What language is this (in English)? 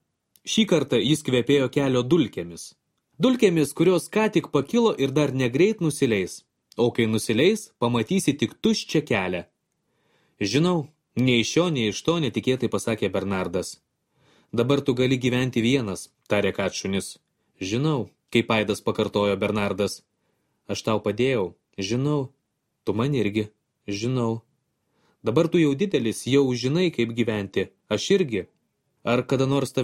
Lithuanian